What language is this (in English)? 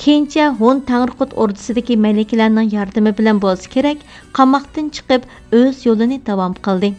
Uyghur